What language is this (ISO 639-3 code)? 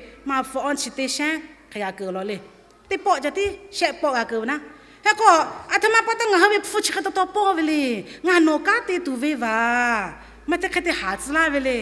lhu